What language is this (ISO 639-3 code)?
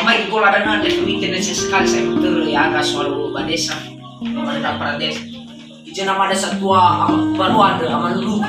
nia